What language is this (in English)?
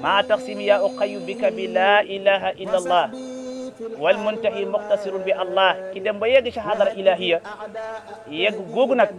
Wolof